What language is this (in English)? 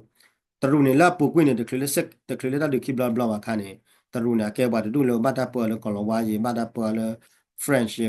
S'gaw Karen